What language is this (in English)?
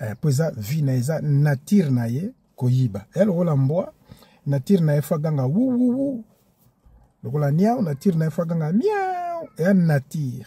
Lingala